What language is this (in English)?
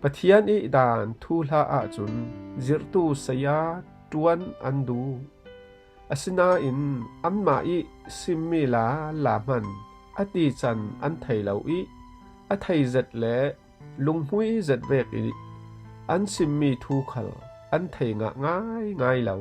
Falam Chin